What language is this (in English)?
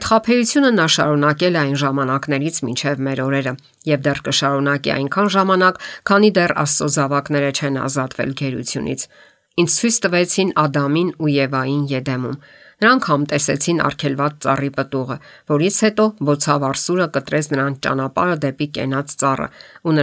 Armenian